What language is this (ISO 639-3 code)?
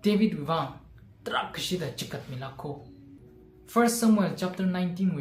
nmf